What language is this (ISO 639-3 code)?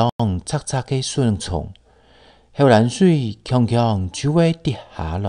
hak